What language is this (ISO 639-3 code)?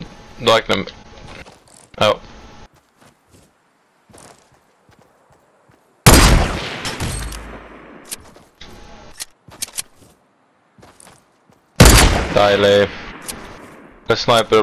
nor